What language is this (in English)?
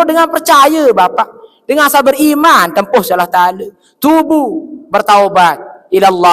Sasak